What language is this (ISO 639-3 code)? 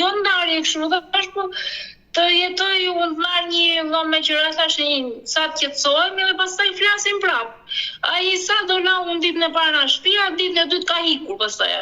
sqi